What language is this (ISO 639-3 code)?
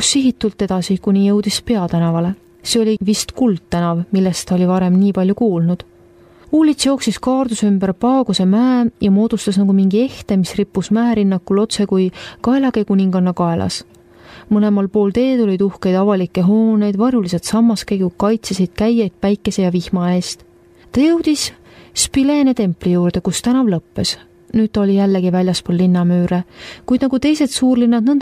est